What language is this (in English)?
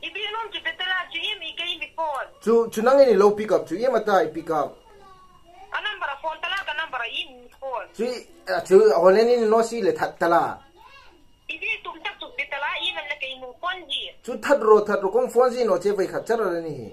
Hmar